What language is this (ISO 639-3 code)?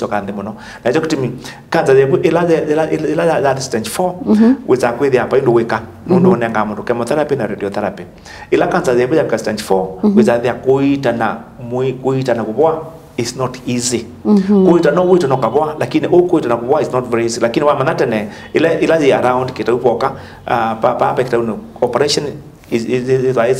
kam